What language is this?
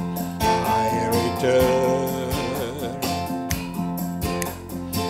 Hungarian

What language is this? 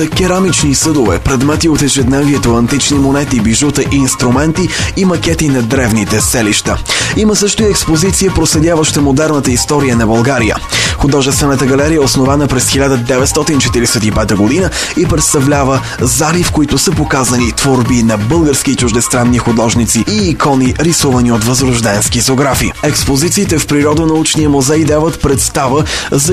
Bulgarian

